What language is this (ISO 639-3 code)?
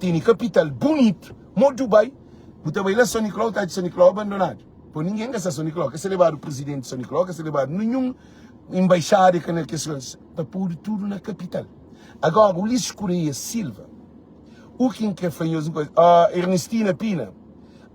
kea